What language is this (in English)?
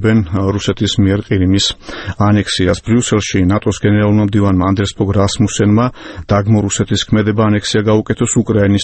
Georgian